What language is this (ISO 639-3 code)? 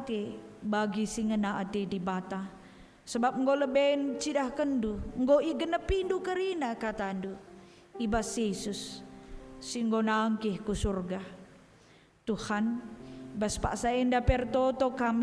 btx